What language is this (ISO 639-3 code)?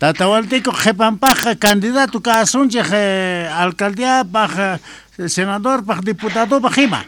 que